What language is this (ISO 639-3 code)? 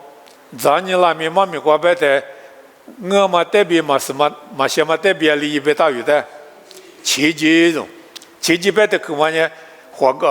lis